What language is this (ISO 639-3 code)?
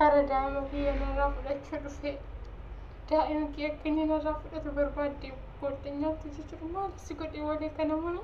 orm